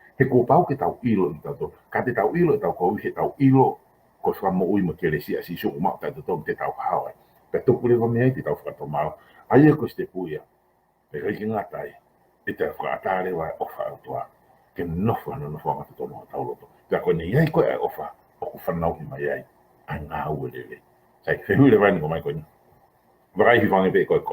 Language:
Tongan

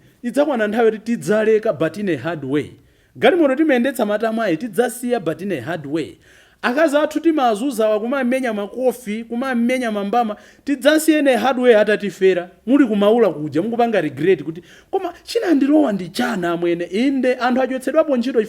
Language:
Nyanja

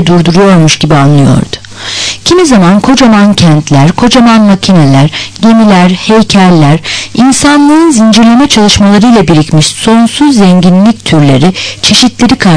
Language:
Turkish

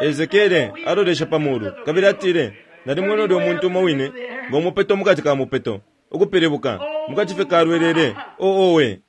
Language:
Bemba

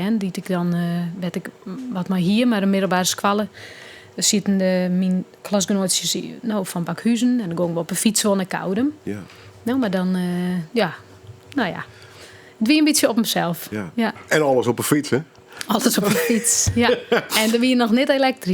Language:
Western Frisian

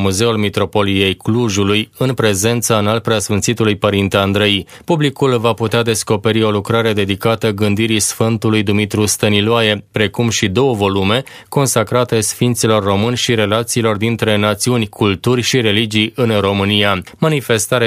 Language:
Romanian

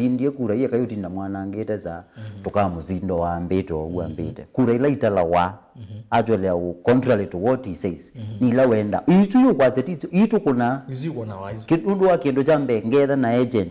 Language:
Kamba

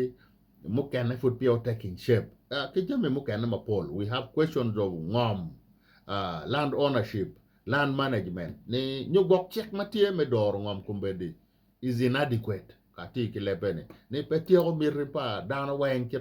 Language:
Acoli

